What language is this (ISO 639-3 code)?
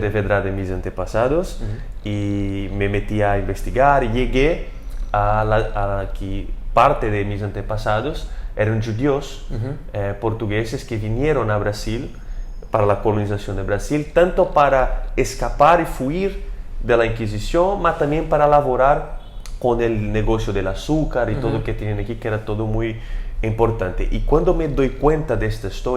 lad